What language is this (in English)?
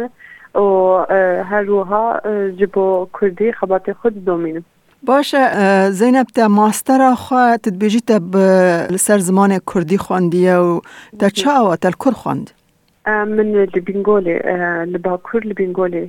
Kurdish